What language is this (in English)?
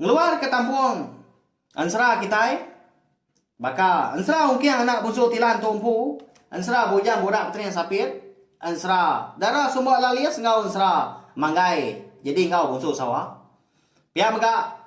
Iban